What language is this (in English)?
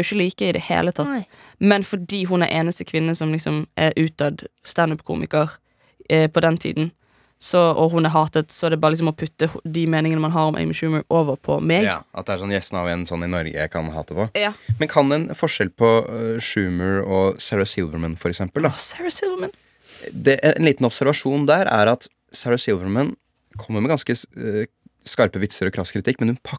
Norwegian